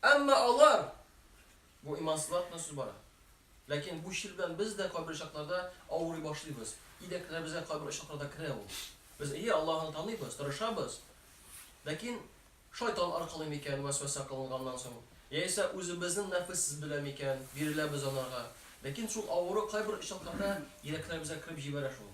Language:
Tatar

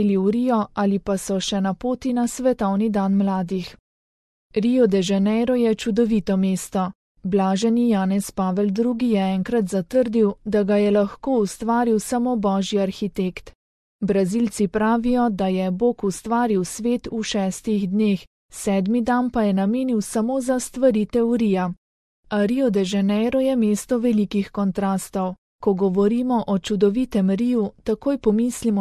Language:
Slovenian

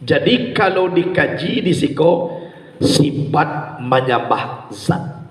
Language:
Minangkabau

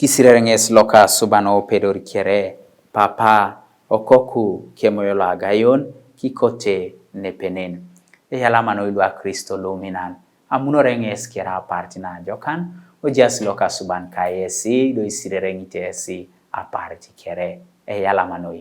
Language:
Teso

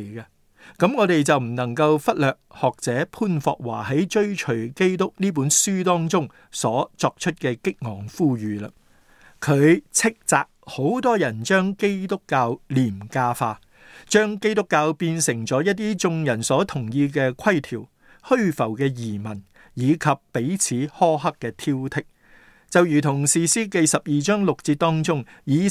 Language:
Cantonese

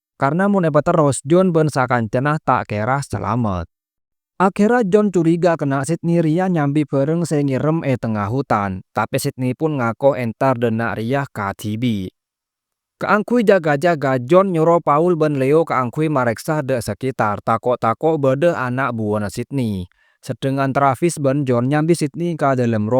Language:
Madurese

